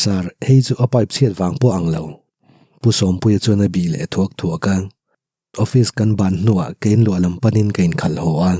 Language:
Mizo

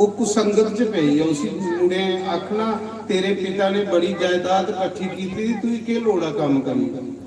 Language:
Dogri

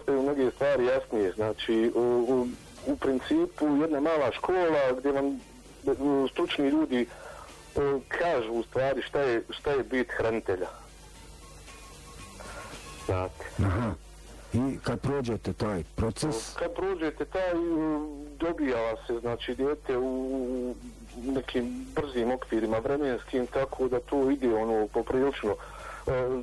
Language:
Bosnian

